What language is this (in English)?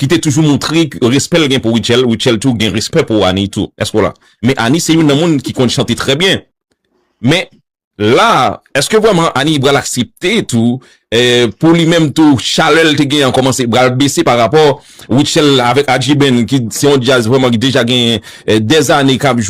Haitian Creole